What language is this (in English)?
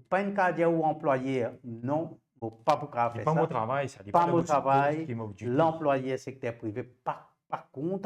Morisyen